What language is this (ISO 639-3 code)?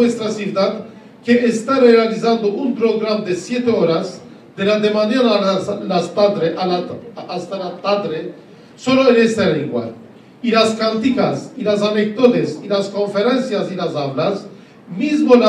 lad